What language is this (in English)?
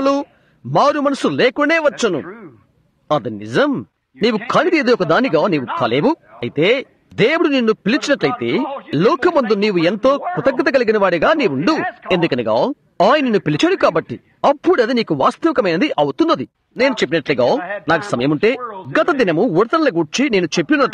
Telugu